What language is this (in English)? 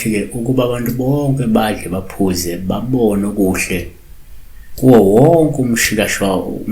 Zulu